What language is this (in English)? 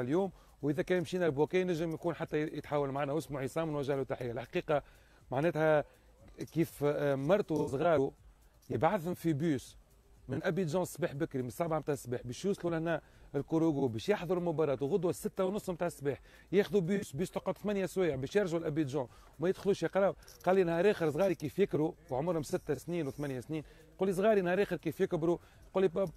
Tunisian Arabic